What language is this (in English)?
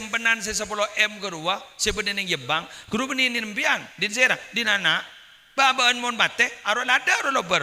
Madurese